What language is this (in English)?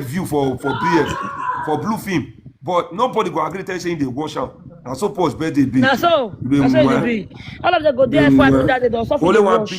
Nigerian Pidgin